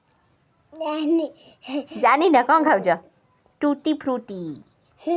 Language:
Odia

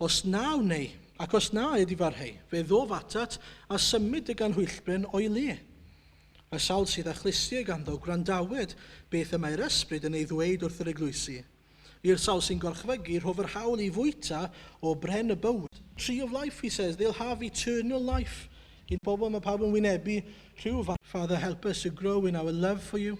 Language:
Welsh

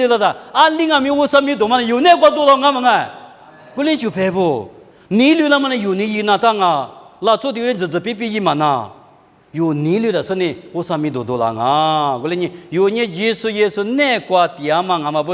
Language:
Lisu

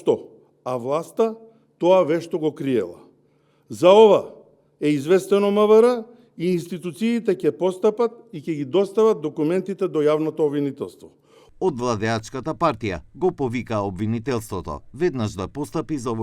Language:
Macedonian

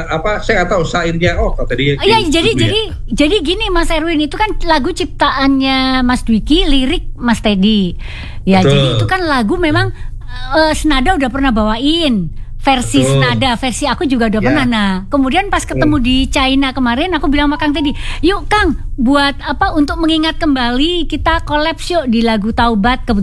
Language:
Indonesian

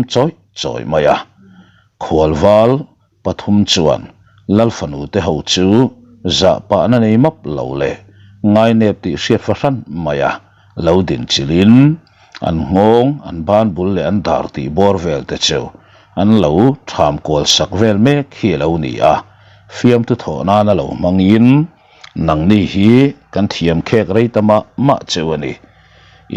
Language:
Mizo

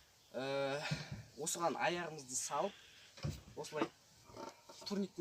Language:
Kazakh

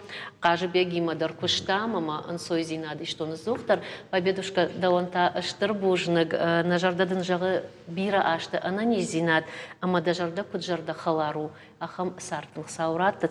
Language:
Ossetic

